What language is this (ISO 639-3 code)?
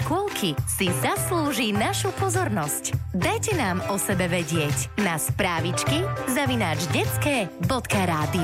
slk